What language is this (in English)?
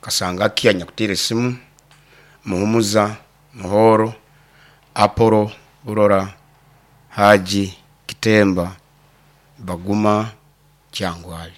Nyoro